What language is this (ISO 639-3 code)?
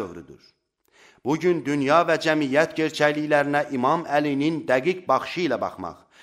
aze